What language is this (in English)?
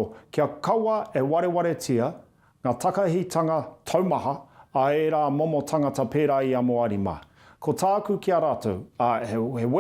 Māori